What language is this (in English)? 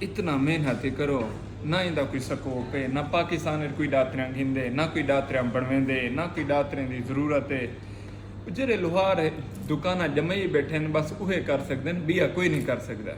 Saraiki